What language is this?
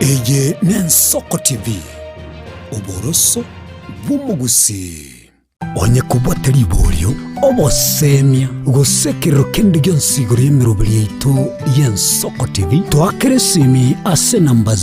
Gusii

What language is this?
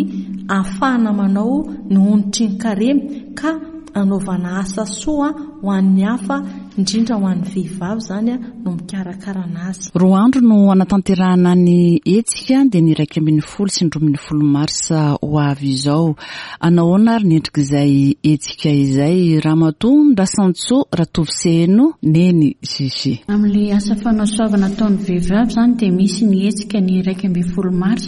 Malagasy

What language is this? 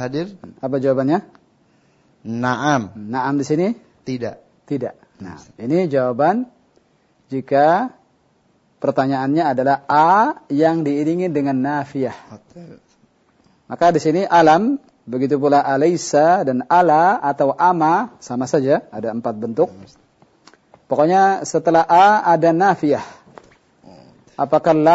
Indonesian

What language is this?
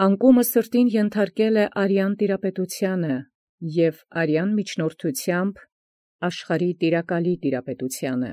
Armenian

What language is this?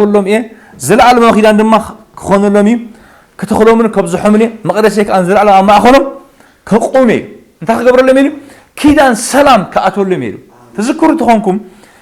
Tigrinya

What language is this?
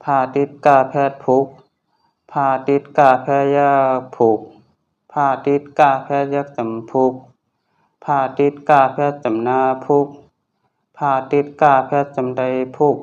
Shan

